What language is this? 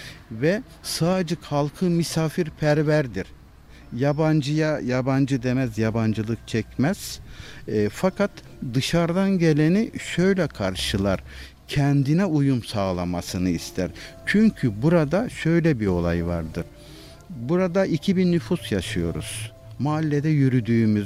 Turkish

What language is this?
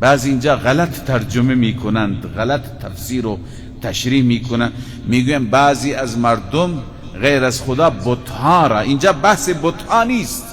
Persian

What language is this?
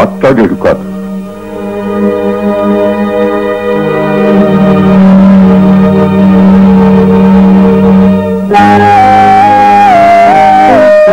Telugu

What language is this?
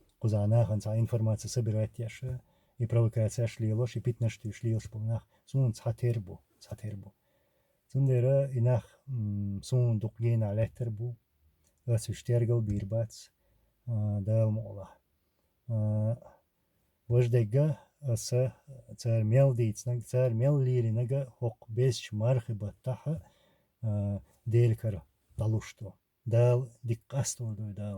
Chechen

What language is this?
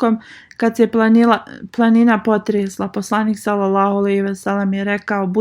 Bosnian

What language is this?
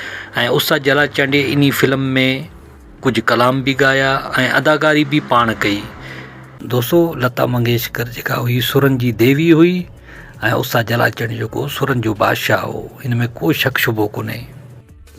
Sindhi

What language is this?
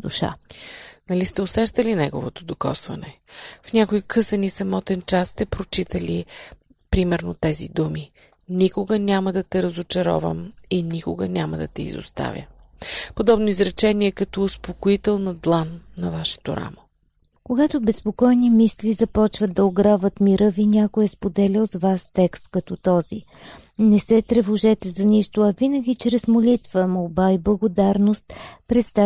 Bulgarian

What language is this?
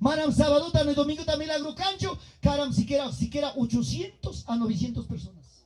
Ayacucho Quechua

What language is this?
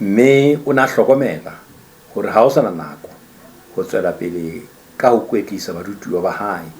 Southern Sotho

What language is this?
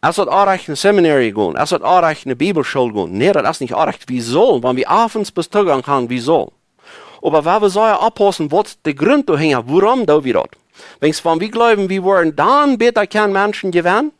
Plautdietsch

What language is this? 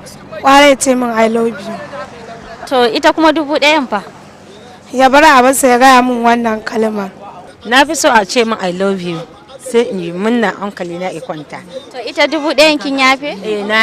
Hausa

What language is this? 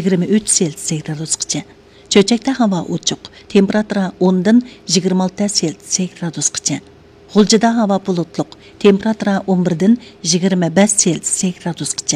Uyghur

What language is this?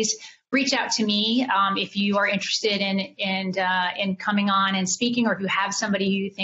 English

